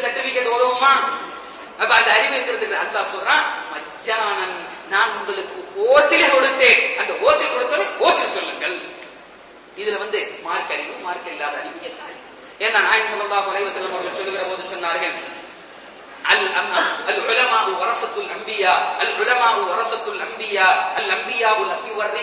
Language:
Tamil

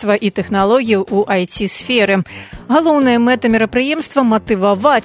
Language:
Belarusian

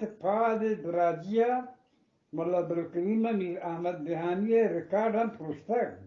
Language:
Eastern Balochi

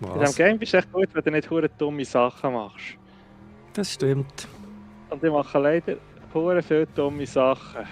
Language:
Swiss German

